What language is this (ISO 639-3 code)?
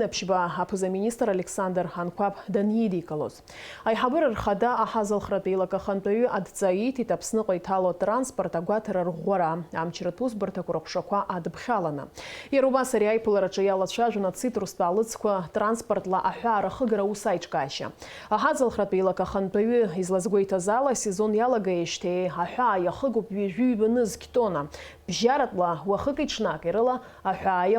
abk